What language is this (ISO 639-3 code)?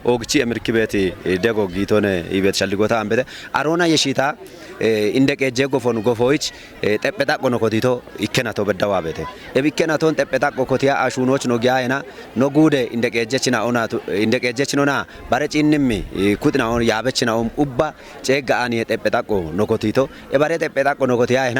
kbr